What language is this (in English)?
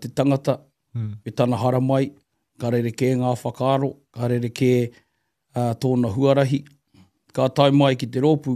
Māori